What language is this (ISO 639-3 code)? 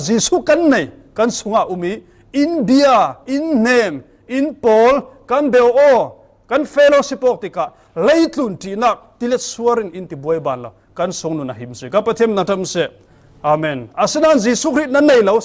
cfm